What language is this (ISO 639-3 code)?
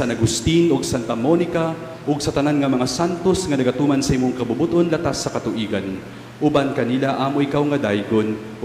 ceb